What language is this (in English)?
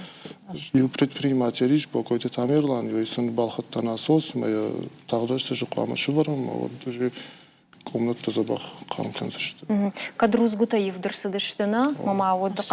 Ossetic